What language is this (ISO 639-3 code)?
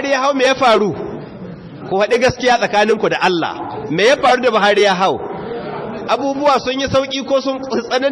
hau